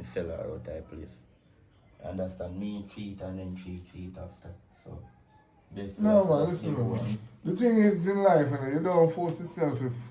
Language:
Jamaican Creole English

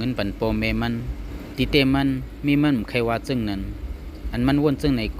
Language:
Shan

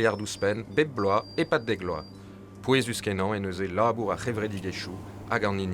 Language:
Breton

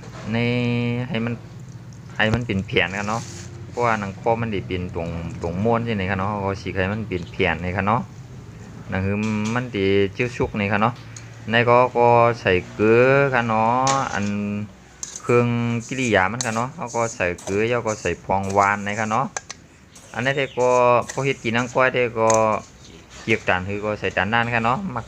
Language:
Shan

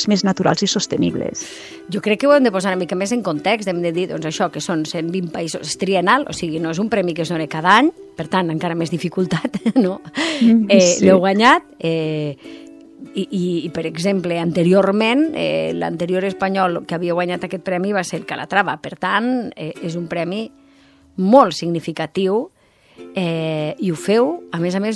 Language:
Catalan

